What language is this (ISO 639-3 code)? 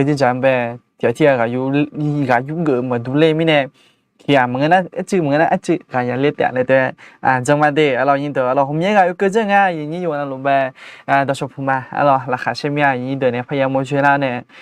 ahk